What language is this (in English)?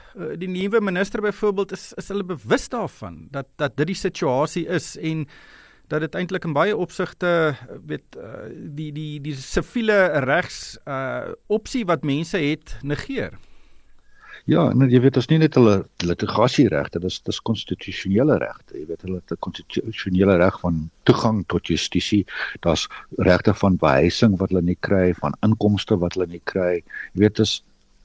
Afrikaans